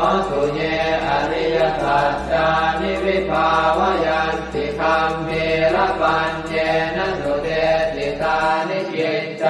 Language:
Pali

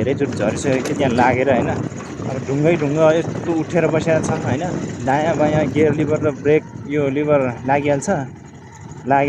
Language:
Nepali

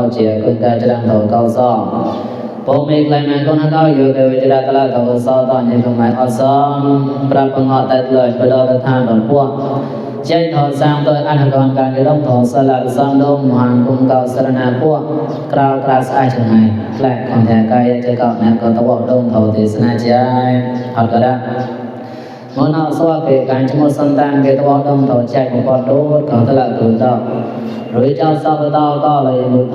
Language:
Mon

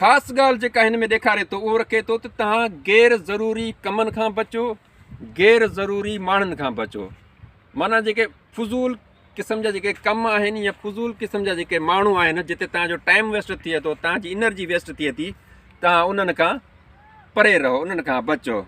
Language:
Sindhi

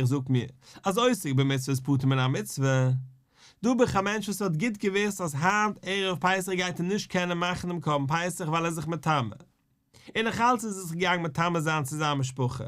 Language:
Yiddish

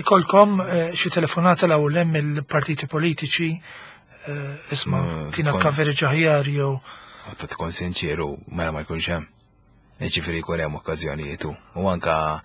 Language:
Maltese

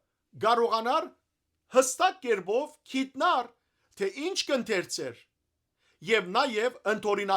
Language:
Western Armenian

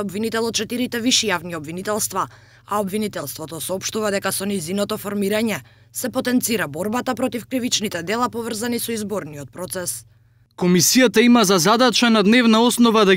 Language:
Macedonian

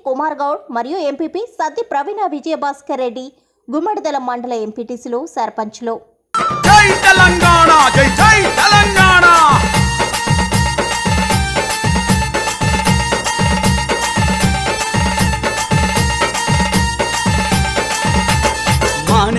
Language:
Telugu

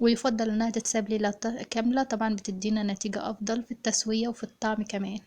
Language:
Egyptian Arabic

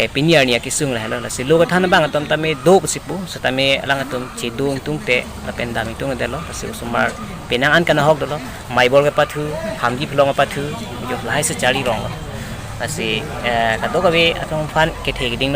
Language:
Karbi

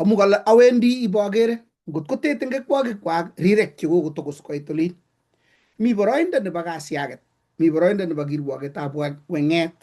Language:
Kalenjin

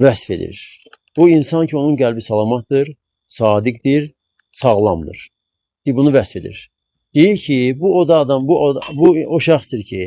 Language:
Azerbaijani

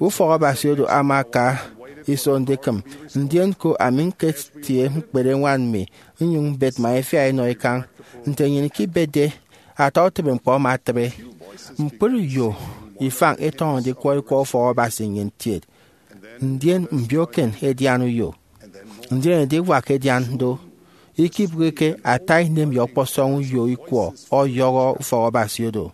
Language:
Efik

